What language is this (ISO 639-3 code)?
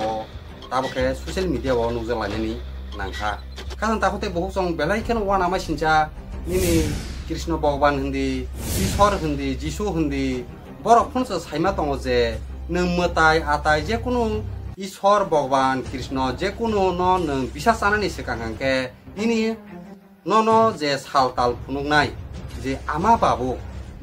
trp